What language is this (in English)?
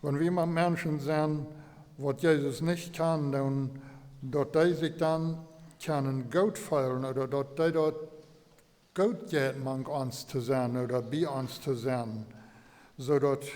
Plautdietsch